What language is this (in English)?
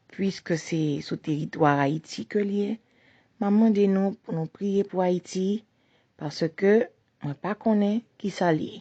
Haitian Creole